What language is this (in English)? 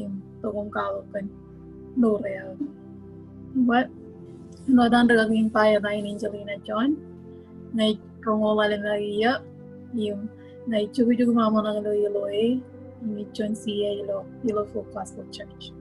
Marshallese